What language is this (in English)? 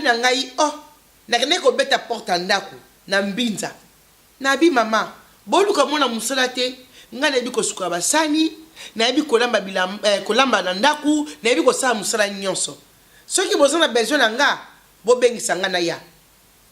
Lingala